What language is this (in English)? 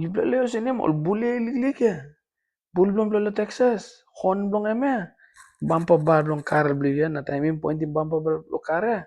Tok Pisin